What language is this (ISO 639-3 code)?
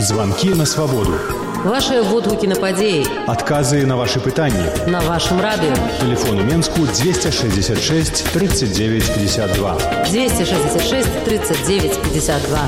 bel